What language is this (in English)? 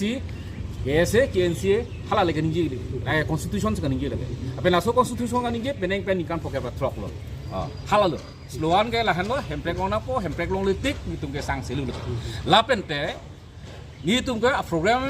Karbi